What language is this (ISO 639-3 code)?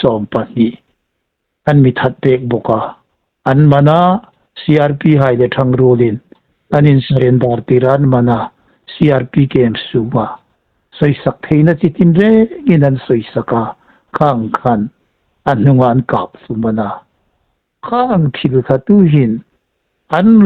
hmr